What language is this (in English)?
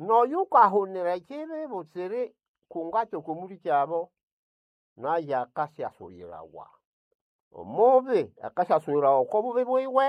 Nande